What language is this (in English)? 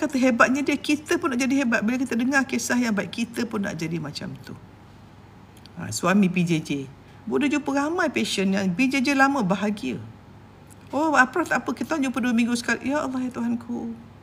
Malay